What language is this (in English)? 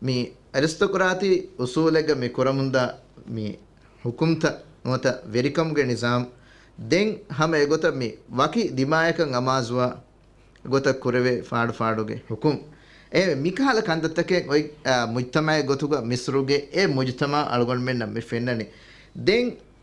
Divehi